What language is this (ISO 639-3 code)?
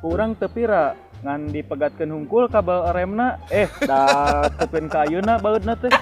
sun